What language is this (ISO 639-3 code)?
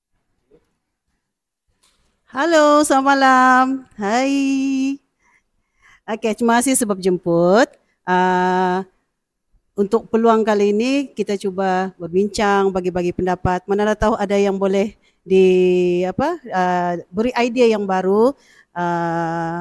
msa